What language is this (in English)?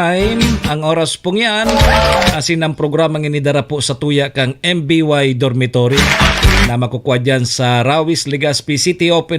Bikol